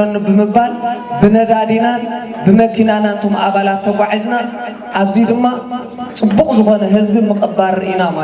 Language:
Tigrinya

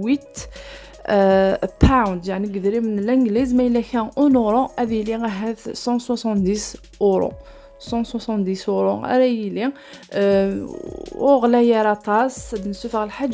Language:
Kabyle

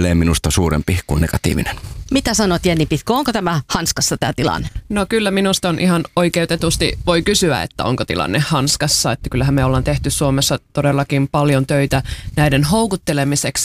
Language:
Finnish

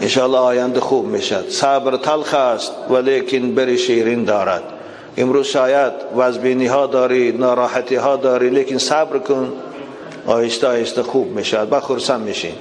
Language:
Tajik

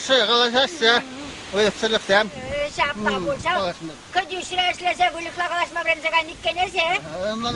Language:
Chuvash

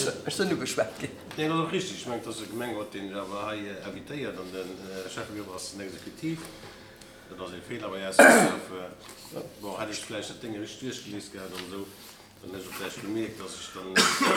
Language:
Luxembourgish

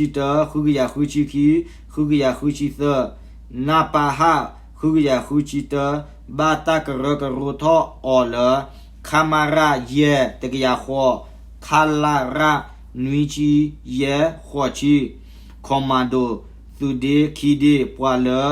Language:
S'gaw Karen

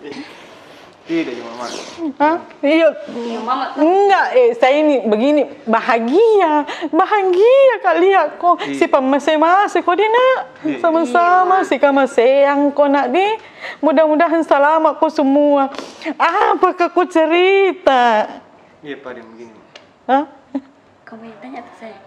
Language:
Makassar Malay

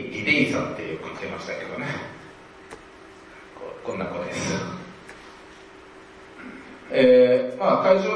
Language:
Japanese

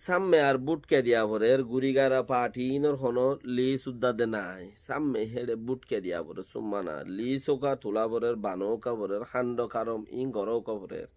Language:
Rohingya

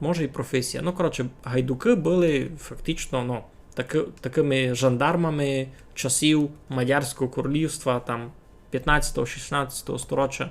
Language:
Rusyn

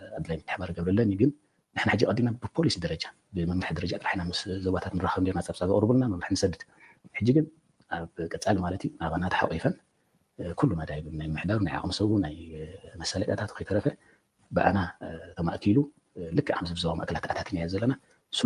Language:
Tigrinya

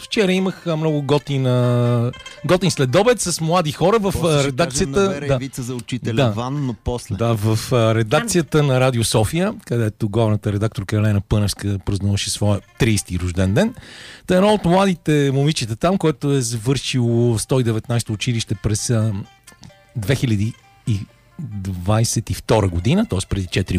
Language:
Bulgarian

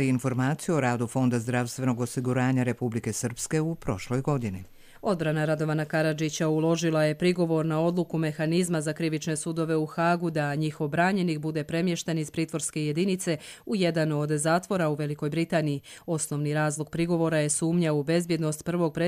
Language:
Croatian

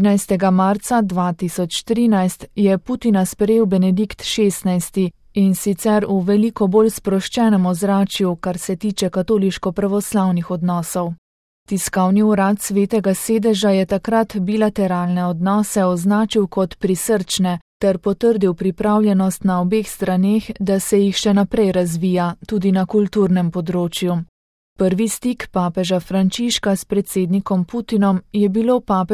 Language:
Slovenian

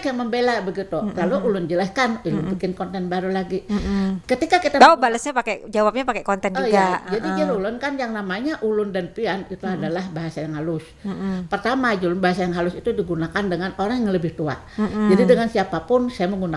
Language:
Banjar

